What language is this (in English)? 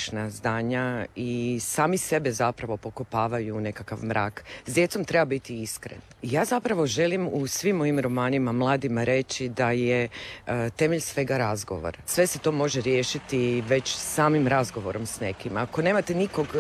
Croatian